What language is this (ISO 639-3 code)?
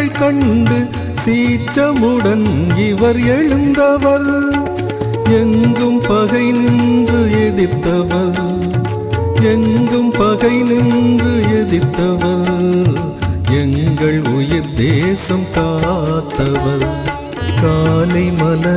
tam